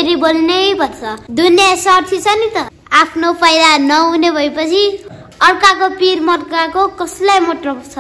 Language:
Nepali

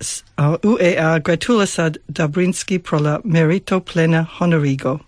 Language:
Esperanto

